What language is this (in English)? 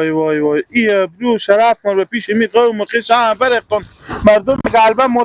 Persian